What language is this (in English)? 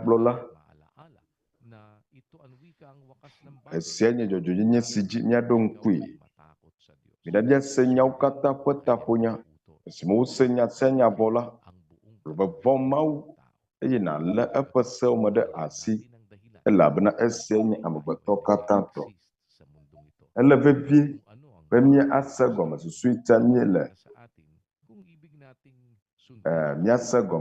Ewe